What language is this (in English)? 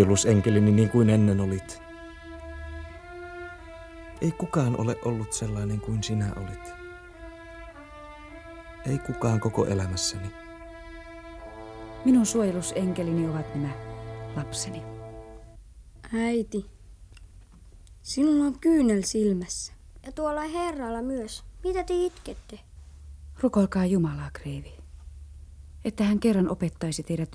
Finnish